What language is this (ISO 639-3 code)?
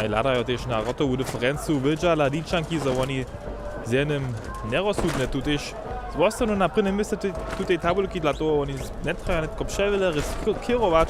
hsb